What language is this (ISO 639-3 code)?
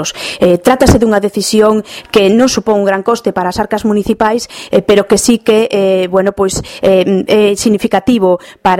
glg